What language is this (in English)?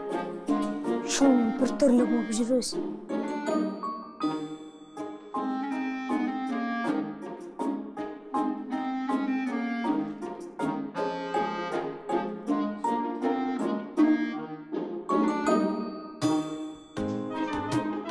Kazakh